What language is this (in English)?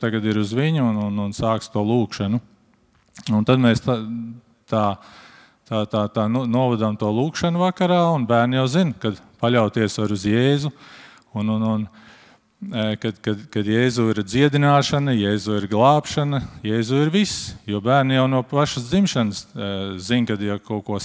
Latvian